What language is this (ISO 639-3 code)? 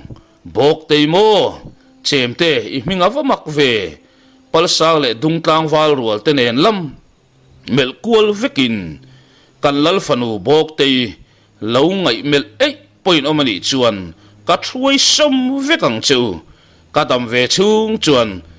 lus